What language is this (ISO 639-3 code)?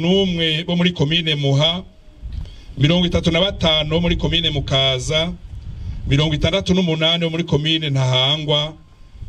run